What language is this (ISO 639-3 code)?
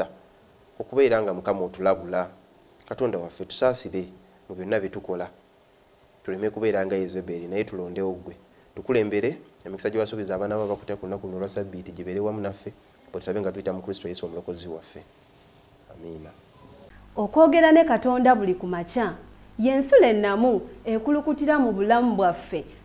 lug